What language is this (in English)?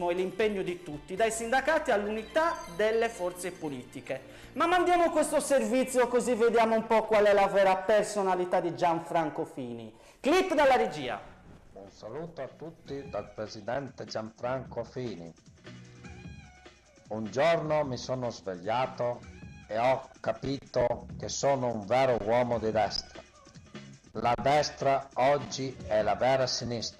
Italian